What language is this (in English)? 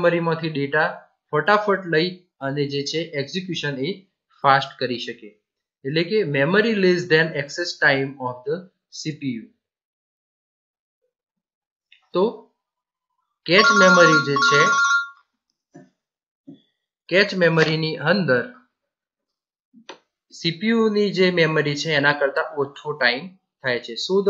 Gujarati